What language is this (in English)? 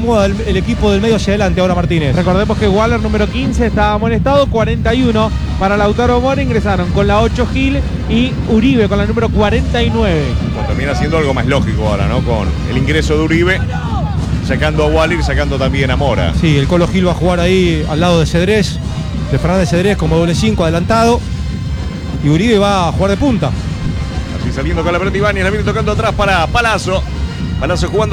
Spanish